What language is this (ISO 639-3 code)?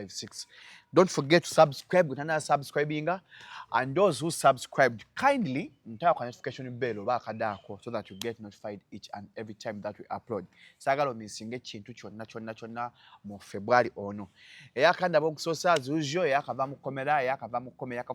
lug